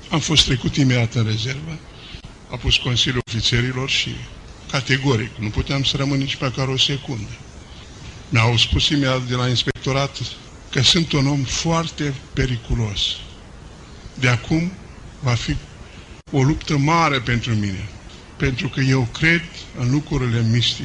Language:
Romanian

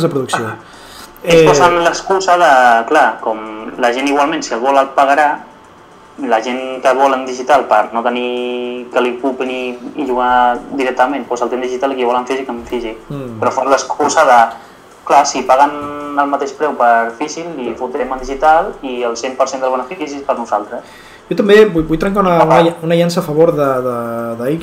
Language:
Catalan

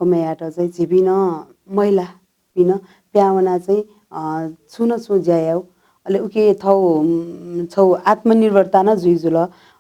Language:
Newari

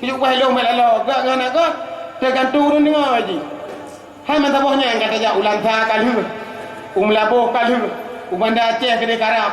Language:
Achinese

